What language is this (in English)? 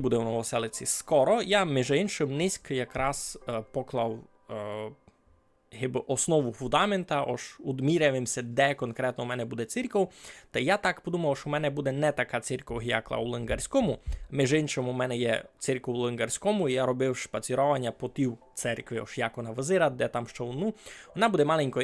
Rusyn